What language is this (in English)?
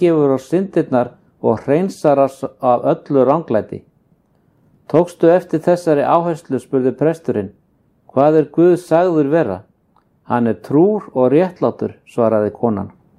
Icelandic